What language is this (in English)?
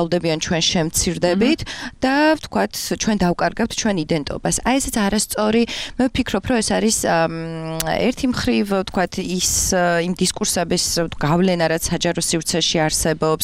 Georgian